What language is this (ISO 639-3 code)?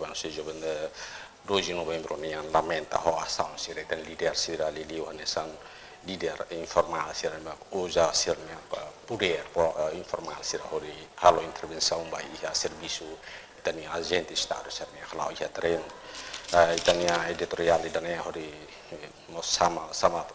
tet